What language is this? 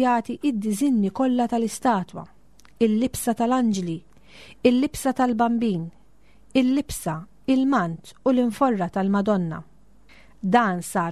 Maltese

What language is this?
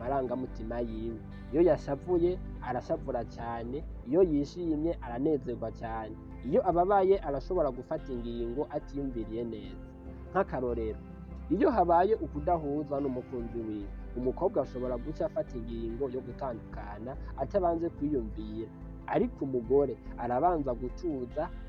Rundi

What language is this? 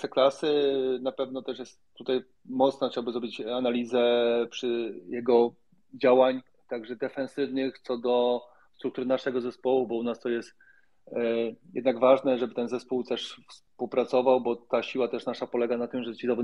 Polish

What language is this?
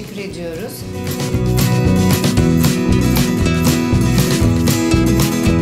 Turkish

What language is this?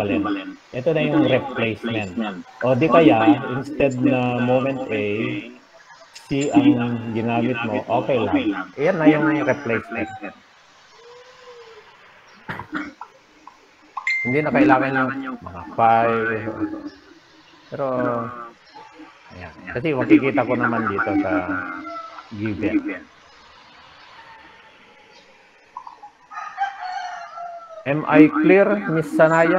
Filipino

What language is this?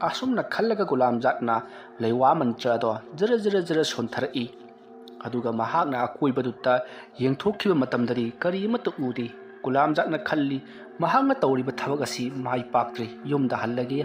Manipuri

